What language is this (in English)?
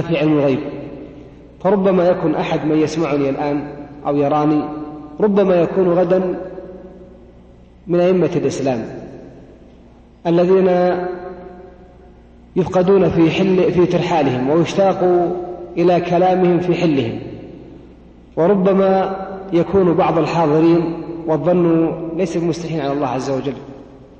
Arabic